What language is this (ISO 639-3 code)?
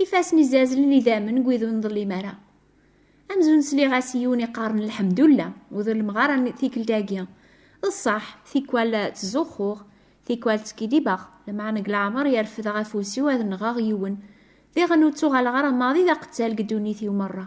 kab